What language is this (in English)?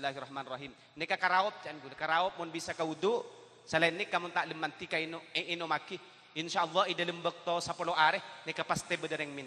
Madurese